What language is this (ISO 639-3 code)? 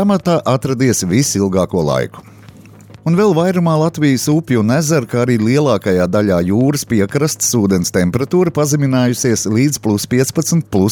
lav